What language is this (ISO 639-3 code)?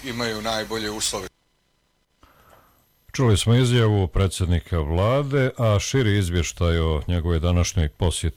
bos